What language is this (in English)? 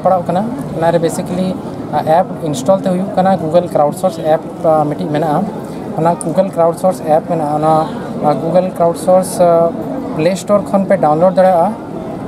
Santali